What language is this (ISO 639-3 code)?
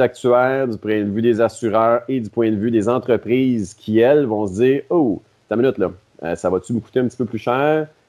fra